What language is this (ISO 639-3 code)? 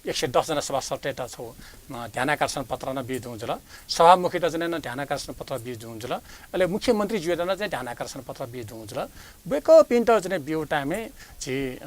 new